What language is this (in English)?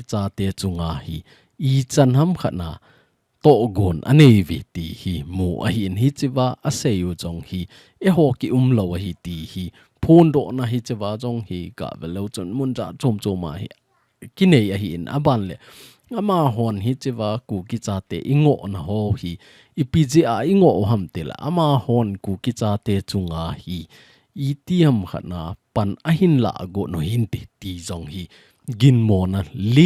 Thado Chin